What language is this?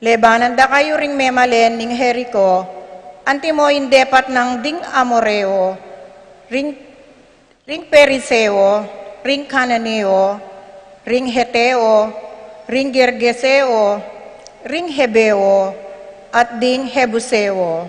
Pampanga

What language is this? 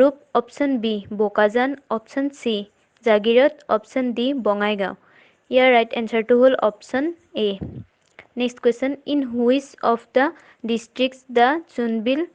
Assamese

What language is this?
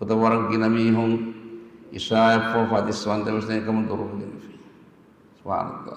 Divehi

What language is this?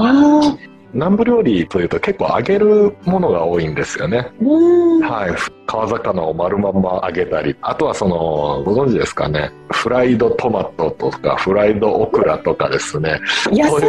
Japanese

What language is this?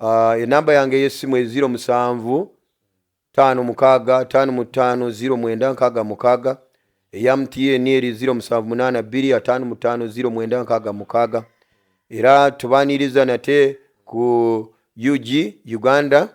Ganda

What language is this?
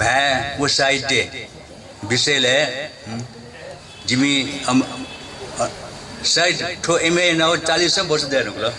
Newari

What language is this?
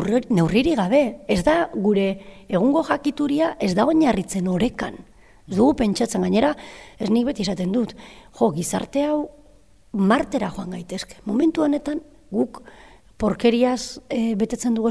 Basque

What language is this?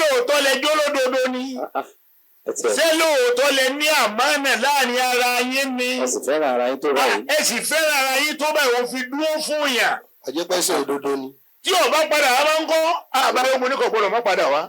Yoruba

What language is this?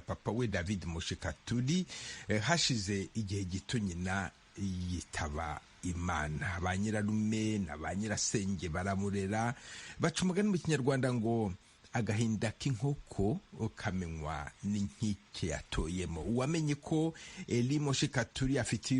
Kinyarwanda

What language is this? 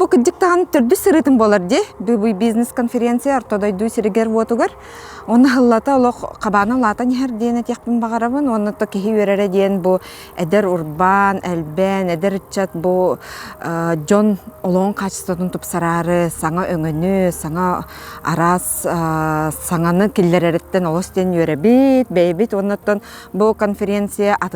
Yakut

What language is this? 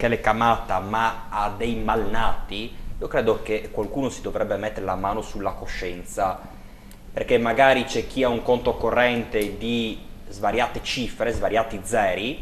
Italian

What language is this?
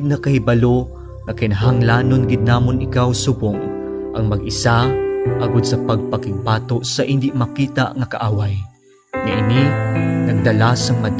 Hiligaynon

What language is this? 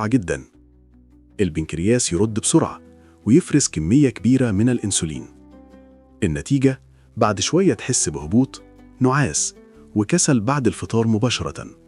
Egyptian Arabic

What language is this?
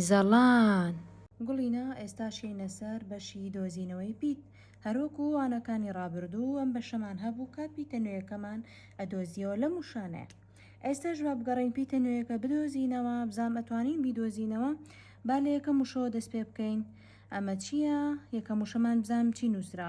Central Kurdish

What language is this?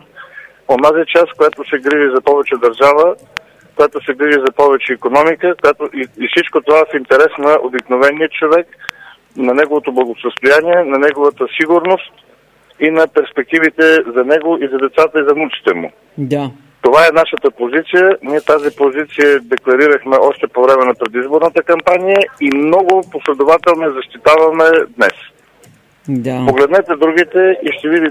Bulgarian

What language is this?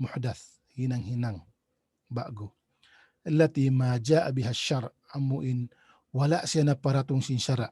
Tausug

